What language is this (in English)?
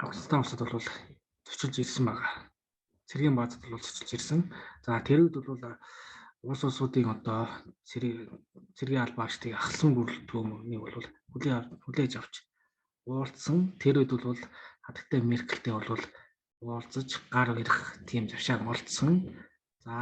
Mongolian